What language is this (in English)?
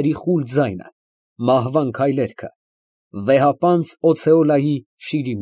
Armenian